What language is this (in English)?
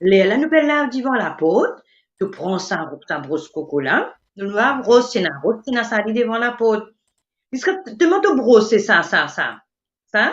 Morisyen